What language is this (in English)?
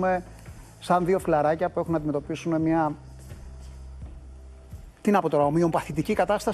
Greek